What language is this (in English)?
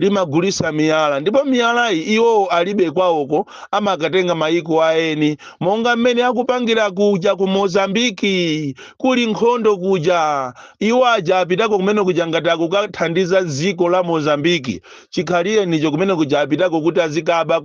Nyanja